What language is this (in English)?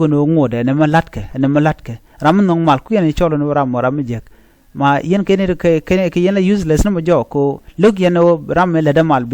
Nuer